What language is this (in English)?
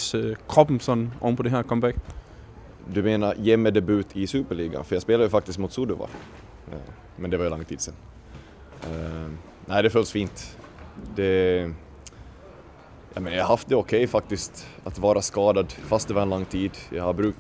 Danish